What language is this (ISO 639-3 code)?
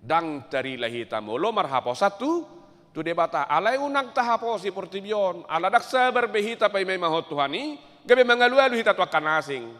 bbc